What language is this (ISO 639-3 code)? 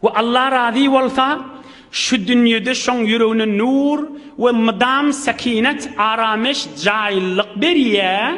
tuk